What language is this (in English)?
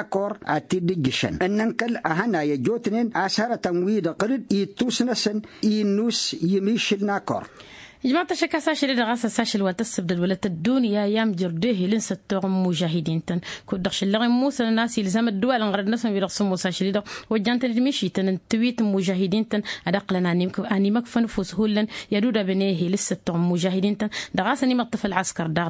Tamasheq